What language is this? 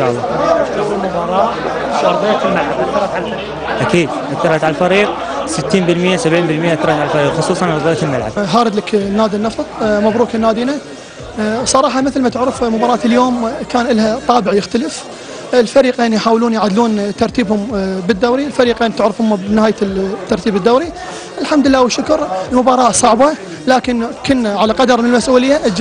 Mesopotamian Arabic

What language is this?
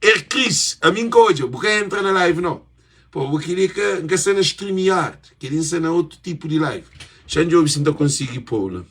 Kabuverdianu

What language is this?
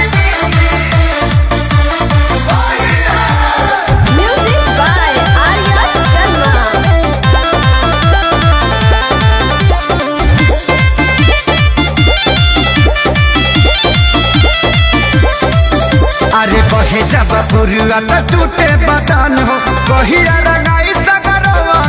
Bhojpuri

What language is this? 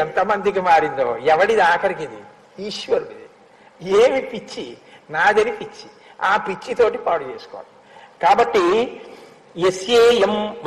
Telugu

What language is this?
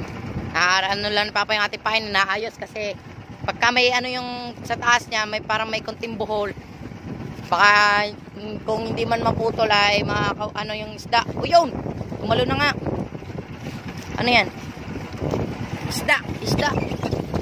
Filipino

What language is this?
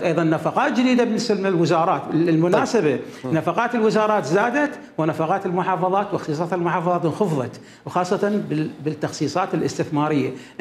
Mesopotamian Arabic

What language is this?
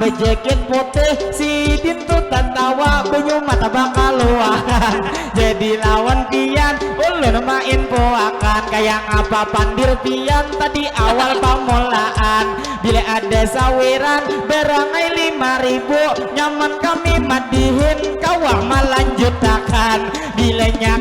Banjar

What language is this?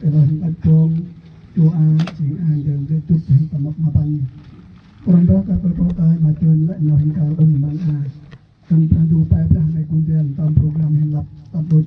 Central Mnong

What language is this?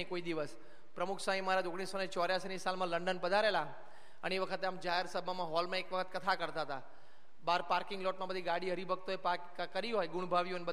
Gujarati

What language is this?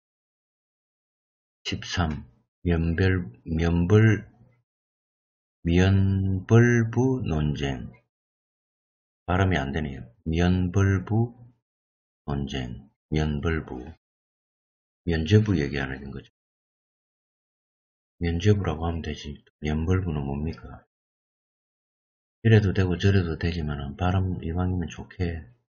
Korean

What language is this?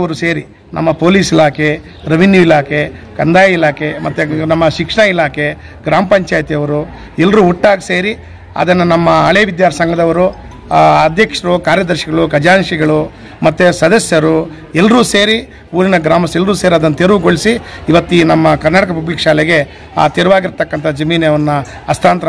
Kannada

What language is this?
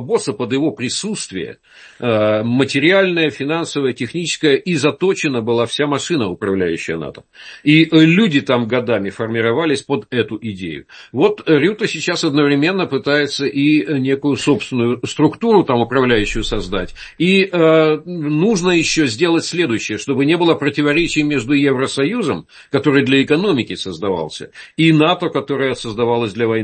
Russian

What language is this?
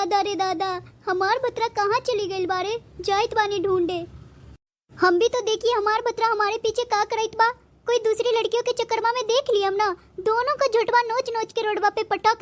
Bhojpuri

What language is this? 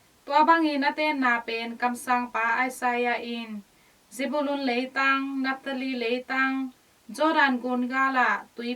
Tedim Chin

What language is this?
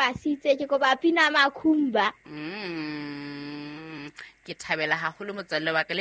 Southern Sotho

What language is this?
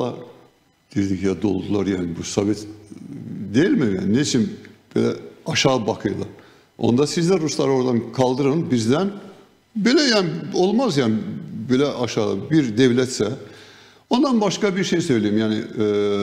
Gagauz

